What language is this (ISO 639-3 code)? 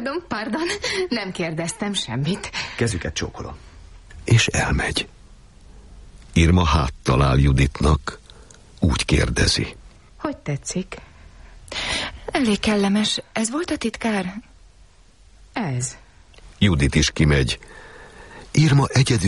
hun